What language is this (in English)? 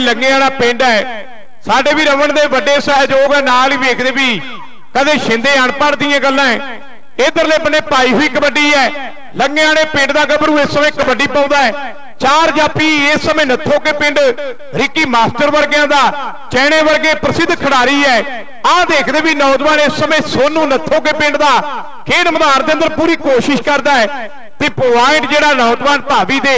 Punjabi